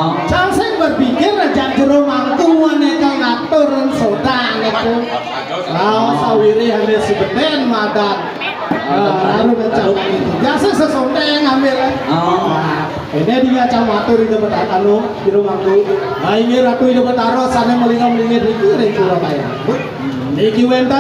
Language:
Balinese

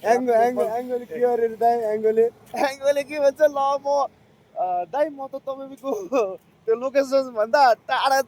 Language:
Nepali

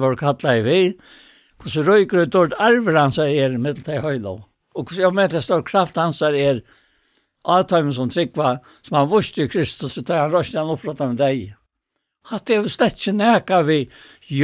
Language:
Faroese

